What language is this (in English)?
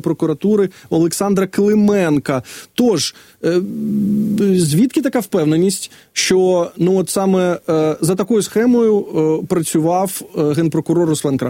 Ukrainian